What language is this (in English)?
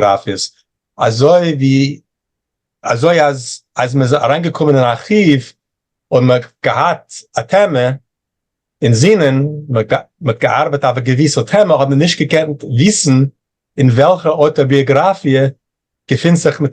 Yiddish